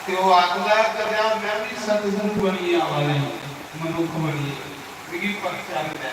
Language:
Dogri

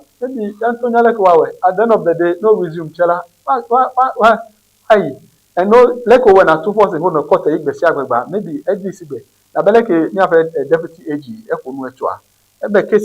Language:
Ewe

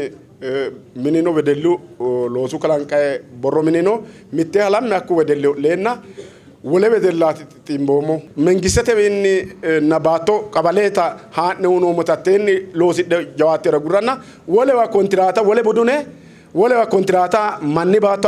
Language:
Sidamo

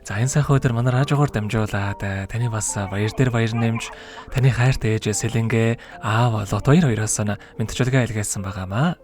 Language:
Mongolian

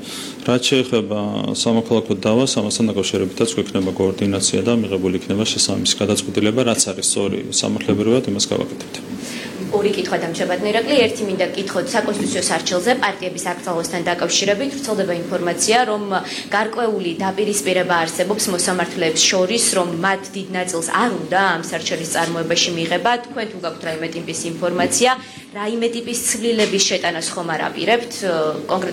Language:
Georgian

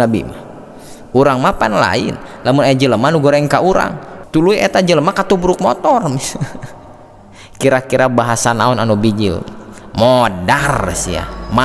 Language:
Sundanese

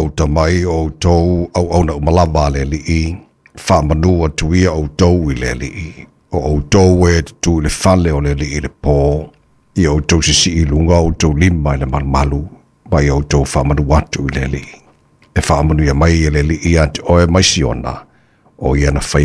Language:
Samoan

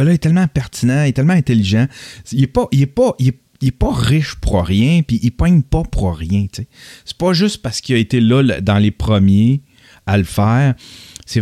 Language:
French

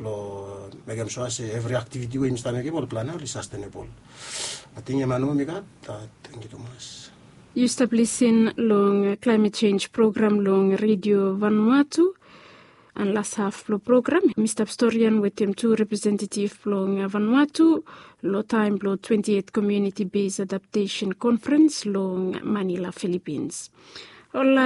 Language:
Bislama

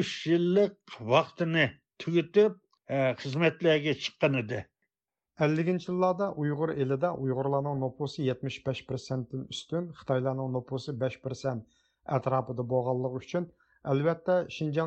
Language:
Uyghur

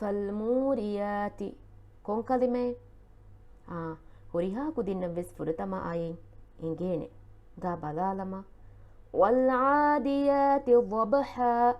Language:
Divehi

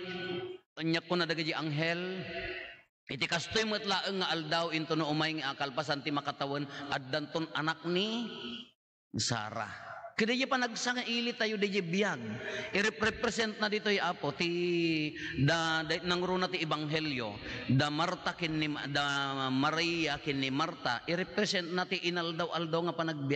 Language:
Iloko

